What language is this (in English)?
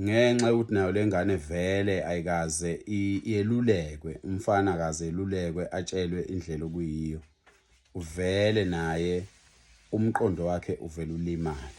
Zulu